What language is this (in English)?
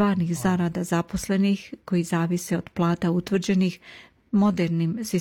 Serbian